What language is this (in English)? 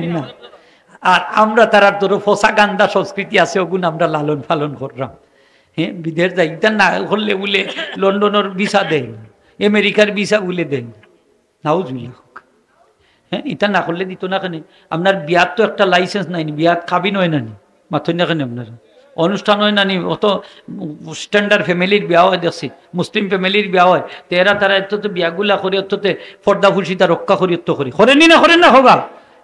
Sylheti